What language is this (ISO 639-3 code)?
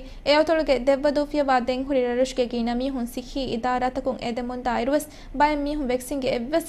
div